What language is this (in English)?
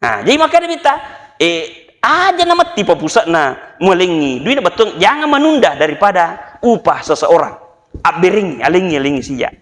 Buginese